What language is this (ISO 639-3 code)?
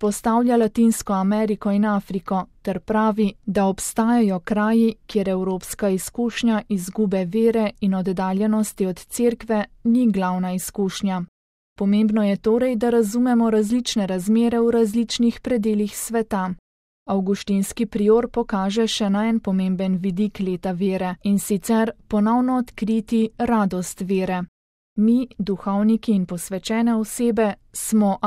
slv